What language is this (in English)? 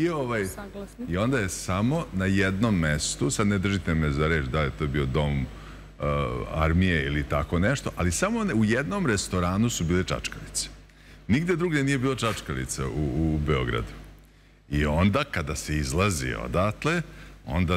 Serbian